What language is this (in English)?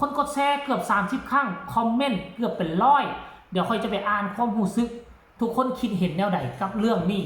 Northeastern Thai